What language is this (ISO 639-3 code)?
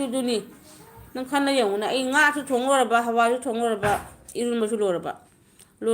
mni